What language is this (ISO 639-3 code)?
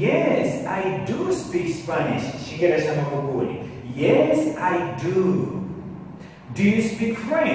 zdj